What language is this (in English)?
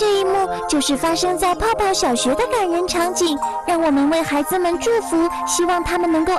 Chinese